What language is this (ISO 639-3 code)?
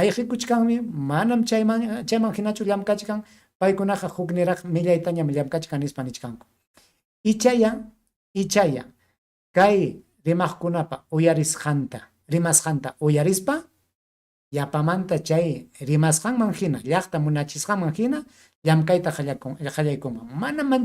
quy